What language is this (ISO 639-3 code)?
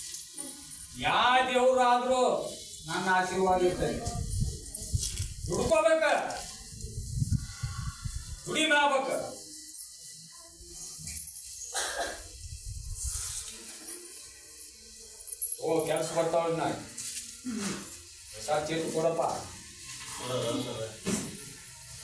kan